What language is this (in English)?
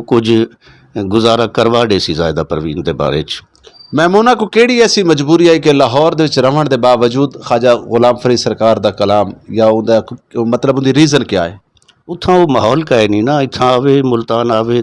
Saraiki